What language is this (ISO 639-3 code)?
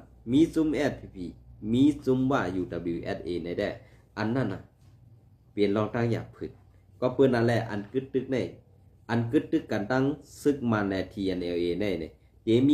shn